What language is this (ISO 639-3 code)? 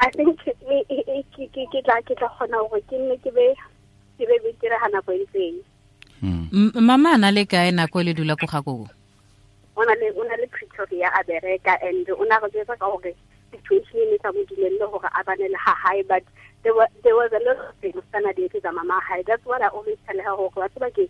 tsn